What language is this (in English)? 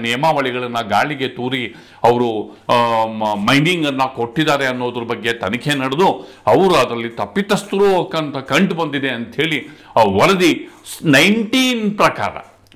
Kannada